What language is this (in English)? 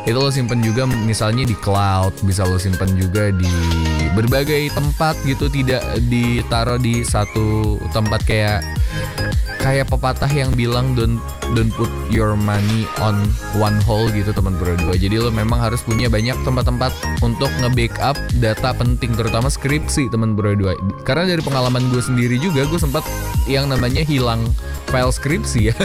Indonesian